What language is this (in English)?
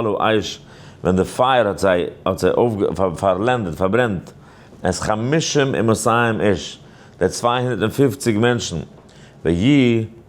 Yiddish